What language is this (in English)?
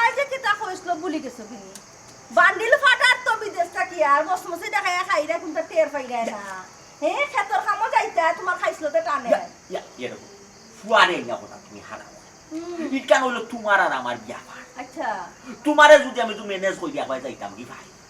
Sylheti